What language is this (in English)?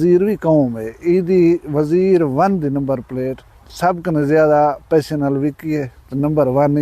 Saraiki